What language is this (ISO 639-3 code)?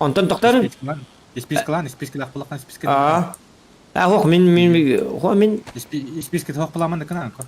sah